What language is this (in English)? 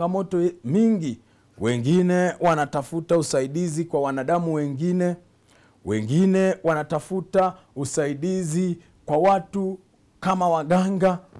Swahili